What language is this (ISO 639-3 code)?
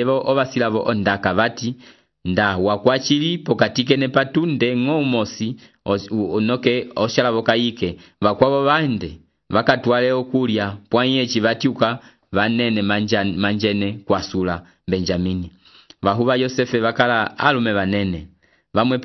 umb